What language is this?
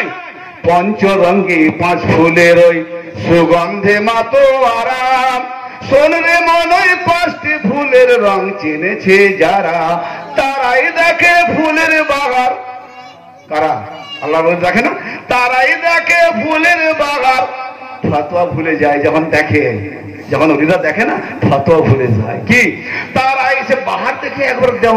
Bangla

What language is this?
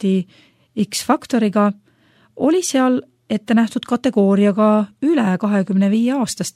Estonian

